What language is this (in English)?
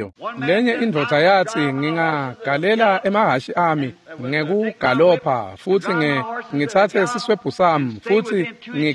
Swati